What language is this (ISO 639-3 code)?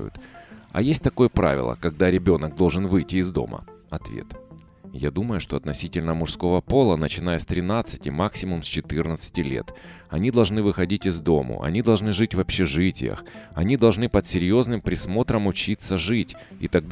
rus